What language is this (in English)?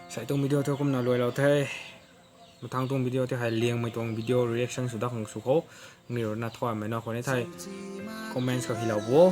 Manipuri